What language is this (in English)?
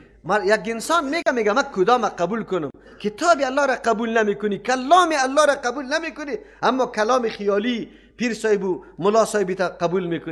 Persian